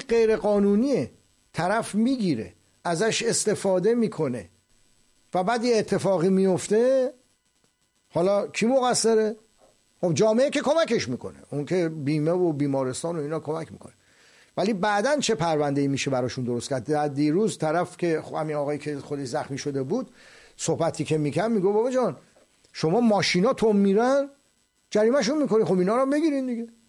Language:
Persian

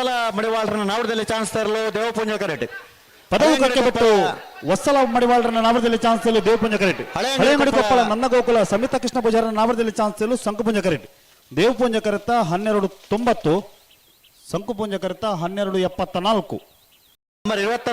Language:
Tulu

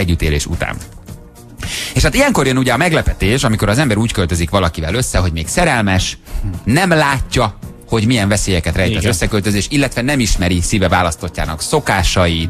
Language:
Hungarian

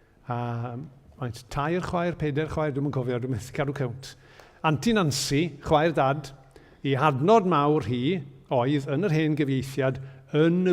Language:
Welsh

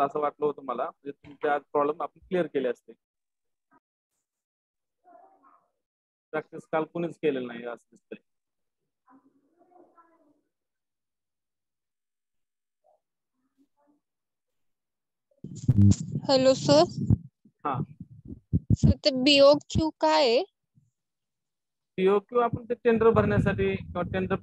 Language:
Marathi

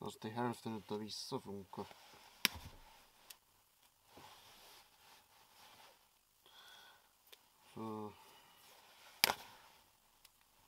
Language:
Swedish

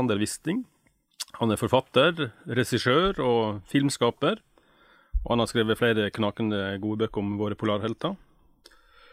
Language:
Norwegian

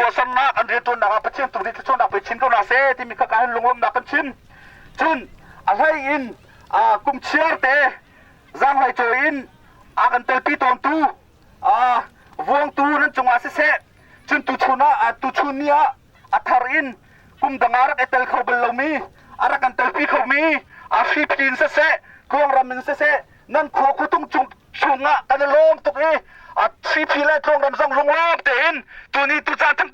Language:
Hakha Chin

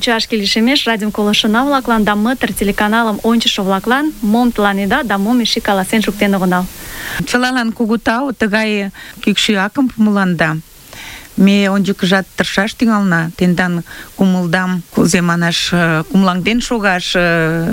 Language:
Mari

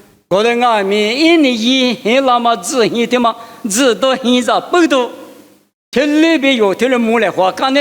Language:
Lisu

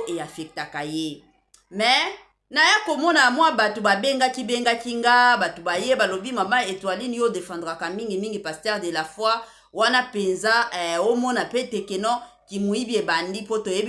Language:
Lingala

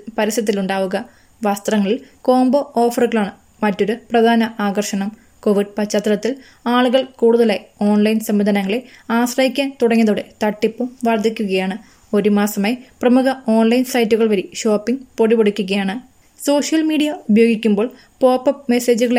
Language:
Malayalam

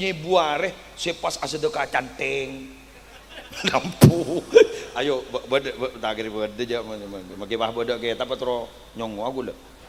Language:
Madurese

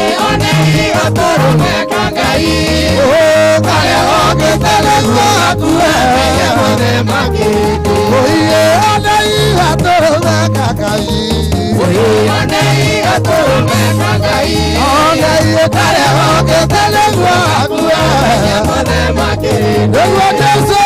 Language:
Kikuyu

